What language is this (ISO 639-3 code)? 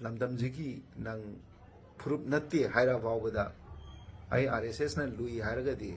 mni